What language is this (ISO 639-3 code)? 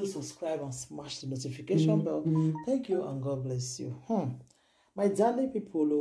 pcm